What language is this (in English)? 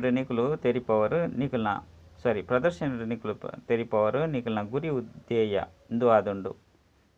Tulu